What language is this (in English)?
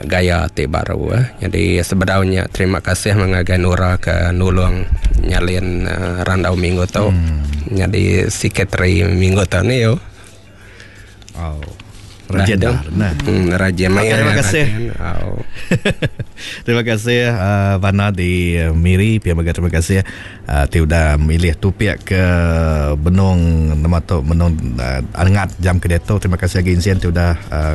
Iban